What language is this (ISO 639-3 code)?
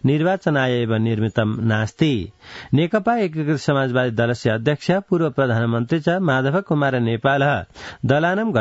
san